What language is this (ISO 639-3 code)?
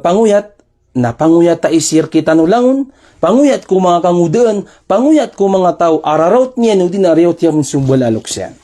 mrw